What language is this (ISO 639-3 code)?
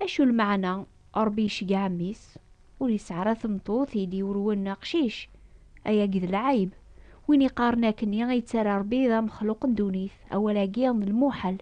kab